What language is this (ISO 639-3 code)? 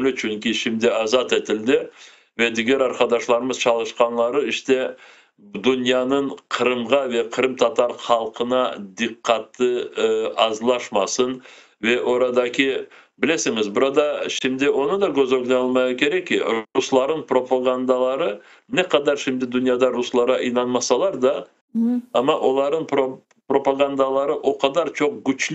crh